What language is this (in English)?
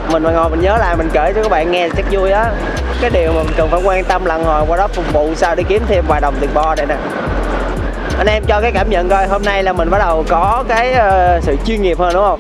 Vietnamese